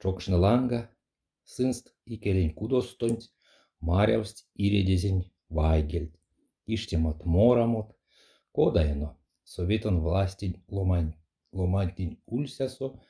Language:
Erzya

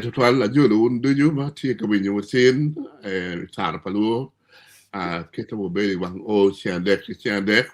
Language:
Acoli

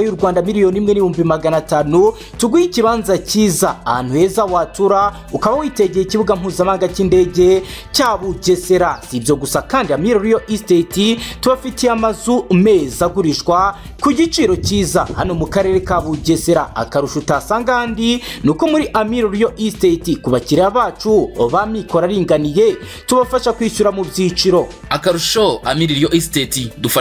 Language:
Kinyarwanda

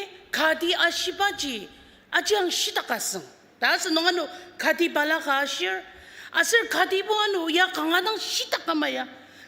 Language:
Ao Naga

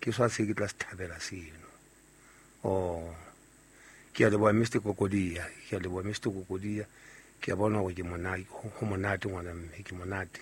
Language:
Southern Sotho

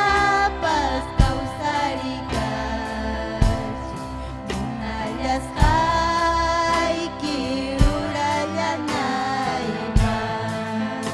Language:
Ayacucho Quechua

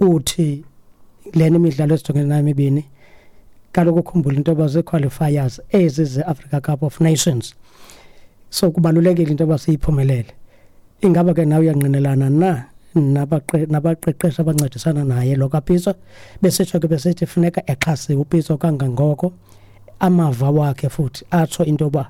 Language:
Xhosa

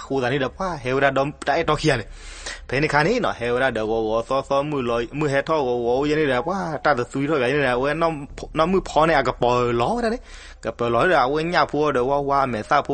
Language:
S'gaw Karen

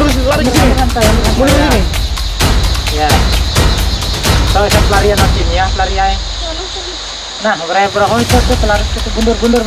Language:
Indonesian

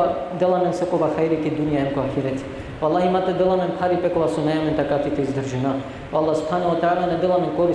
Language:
Balkan Romani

